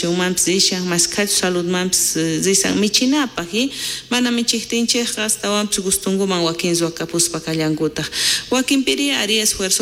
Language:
South Bolivian Quechua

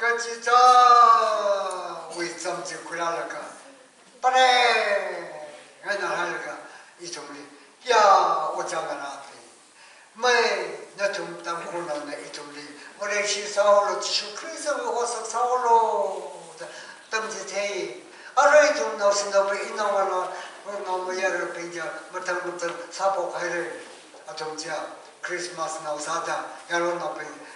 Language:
Tangkhul Naga (India)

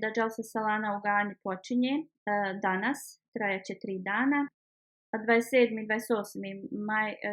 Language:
Bosnian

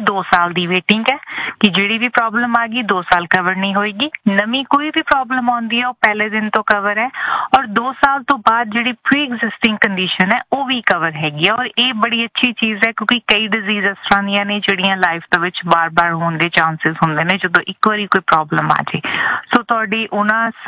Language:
Punjabi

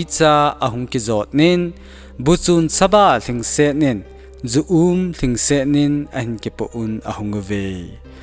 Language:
Thado Chin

